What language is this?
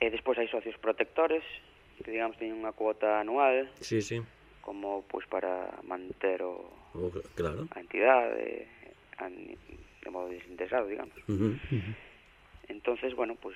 Galician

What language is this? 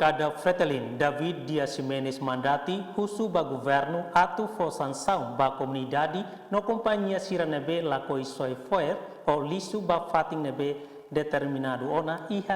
Tetum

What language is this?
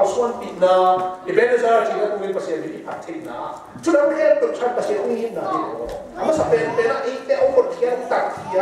Tedim Chin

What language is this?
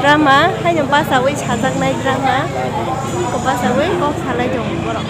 Kok Borok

